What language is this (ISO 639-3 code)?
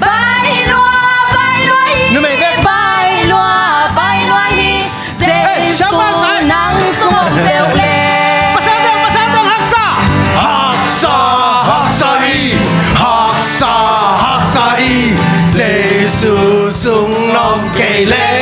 ctd